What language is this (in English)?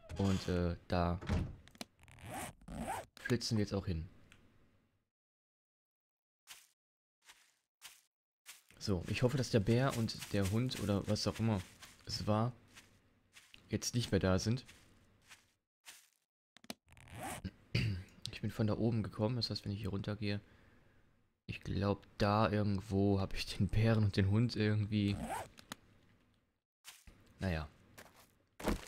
German